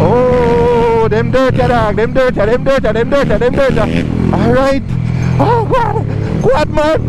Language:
Jamaican Creole English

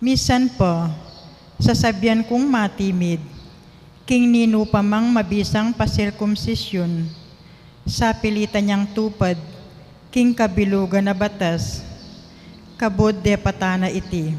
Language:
Pampanga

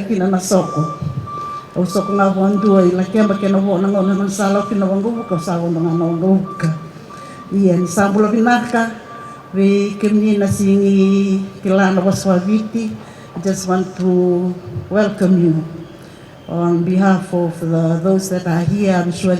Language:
Fijian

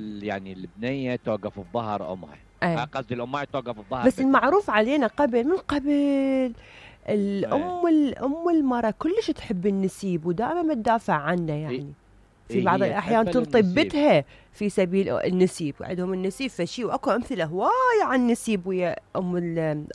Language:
Mesopotamian Arabic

